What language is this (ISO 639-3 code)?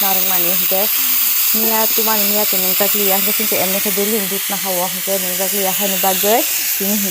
trp